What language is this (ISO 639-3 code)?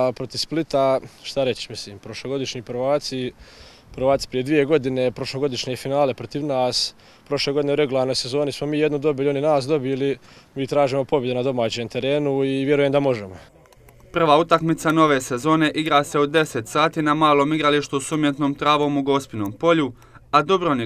hrv